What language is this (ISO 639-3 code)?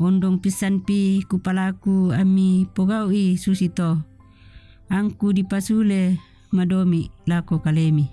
sda